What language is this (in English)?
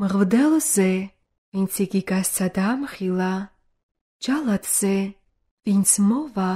Georgian